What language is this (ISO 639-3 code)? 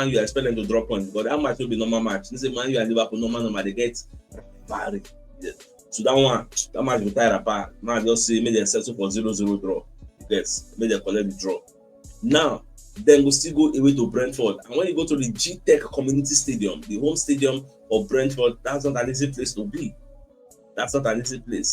pcm